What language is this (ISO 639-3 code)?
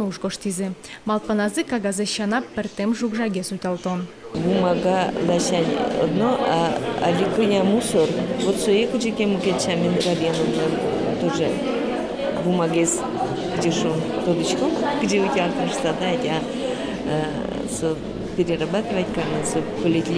udm